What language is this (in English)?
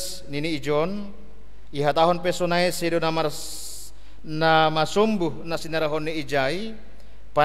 Batak Simalungun